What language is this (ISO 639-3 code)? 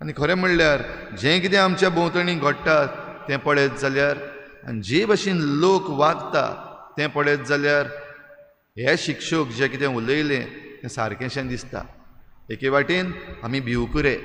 kok